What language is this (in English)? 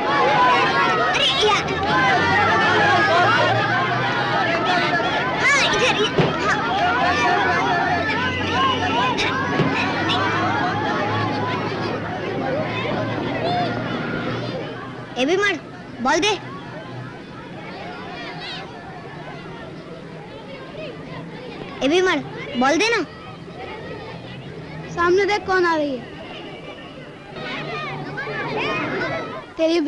Hindi